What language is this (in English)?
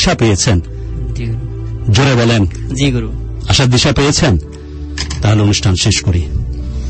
Bangla